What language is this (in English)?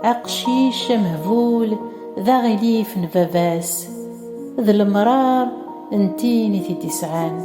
Kabyle